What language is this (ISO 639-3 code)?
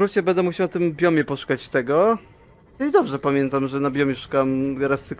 pol